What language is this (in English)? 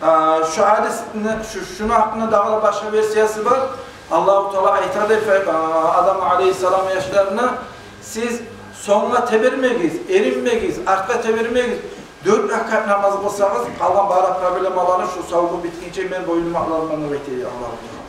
Kumyk